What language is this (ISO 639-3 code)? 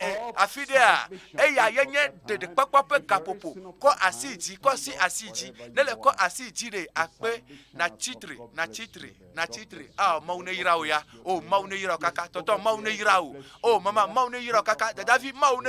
ewe